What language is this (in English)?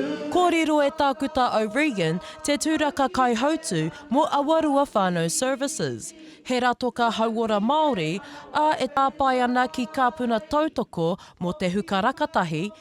Māori